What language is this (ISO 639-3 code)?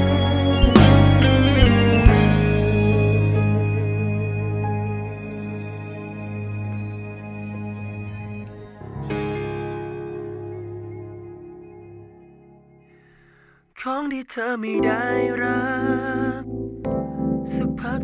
tha